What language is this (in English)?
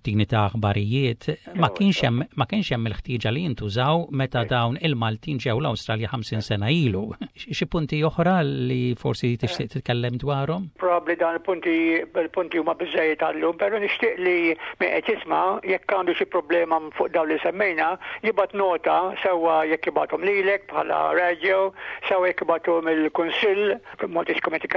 Maltese